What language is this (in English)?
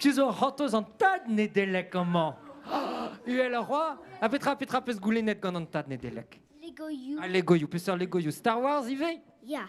Breton